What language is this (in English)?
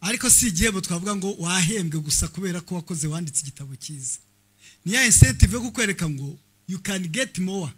Kinyarwanda